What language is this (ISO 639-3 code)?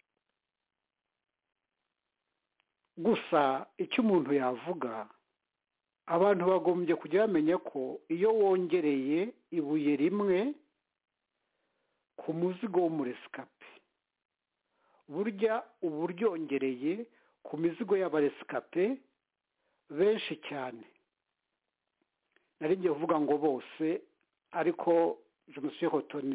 kin